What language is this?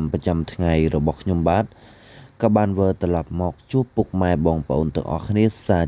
Khmer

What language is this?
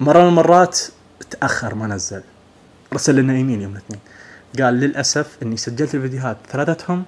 Najdi Arabic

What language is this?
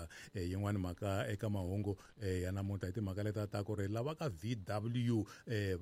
Tsonga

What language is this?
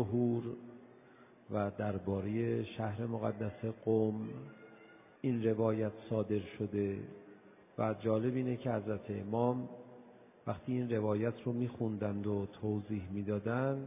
Persian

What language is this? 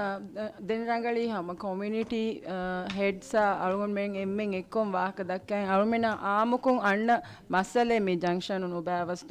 Divehi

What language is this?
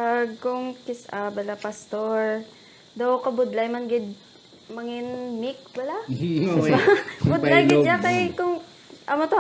Hiligaynon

